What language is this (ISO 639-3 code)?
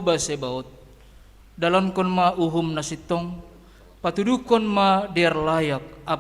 bts